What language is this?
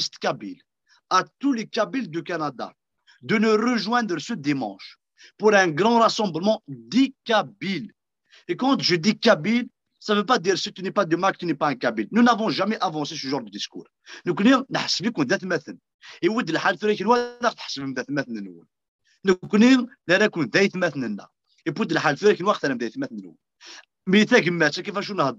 Kabyle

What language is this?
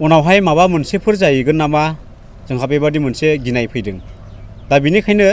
Bodo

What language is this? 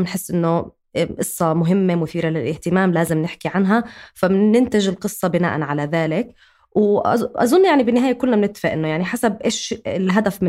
North Levantine Arabic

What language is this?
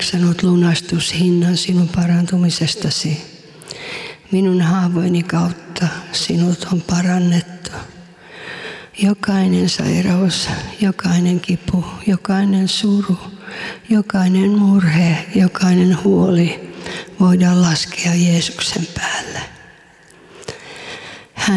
Finnish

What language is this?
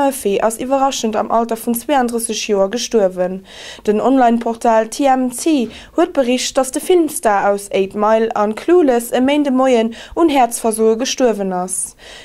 Luxembourgish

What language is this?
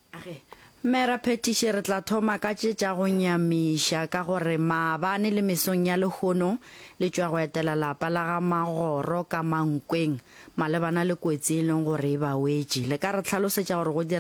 Northern Sotho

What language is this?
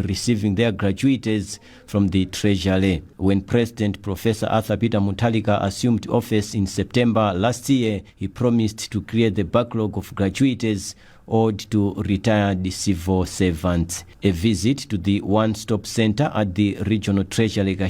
English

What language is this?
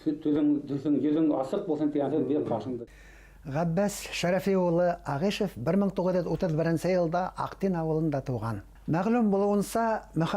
Bashkir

